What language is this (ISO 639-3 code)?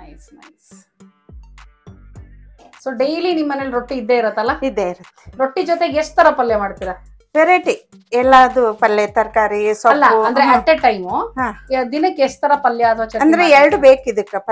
kan